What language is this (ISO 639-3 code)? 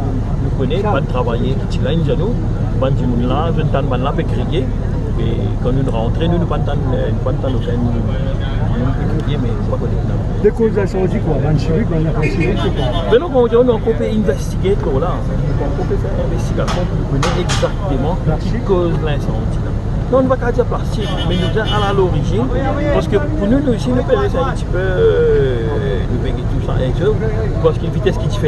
mfe